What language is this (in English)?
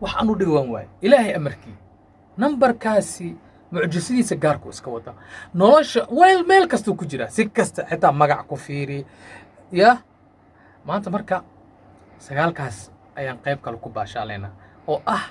Somali